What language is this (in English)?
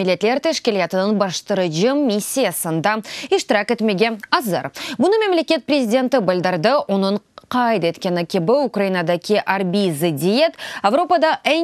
Crimean Tatar